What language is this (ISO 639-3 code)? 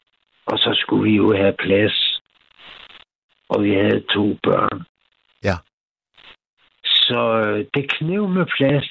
dan